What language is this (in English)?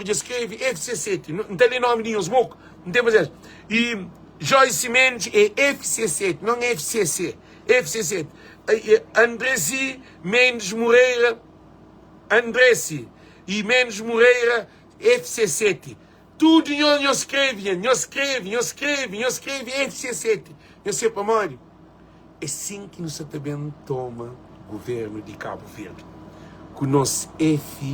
Kabuverdianu